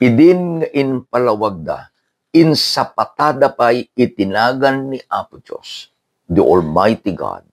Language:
Iloko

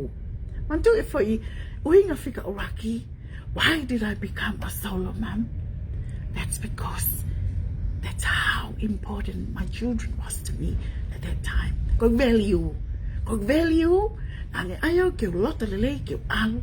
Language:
Tongan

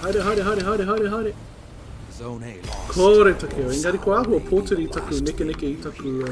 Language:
Māori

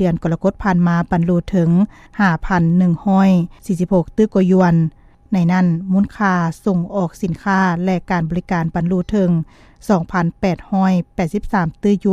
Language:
Lao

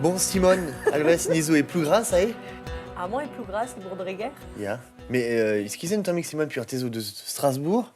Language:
Breton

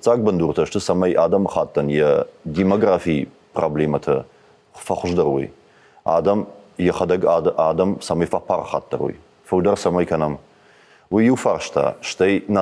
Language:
Ossetic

